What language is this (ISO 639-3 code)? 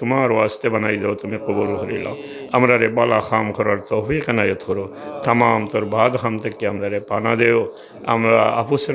syl